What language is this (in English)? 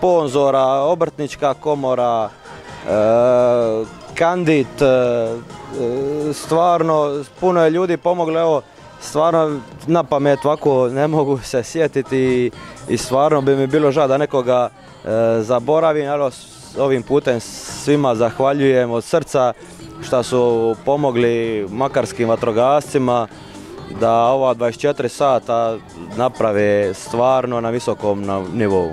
Croatian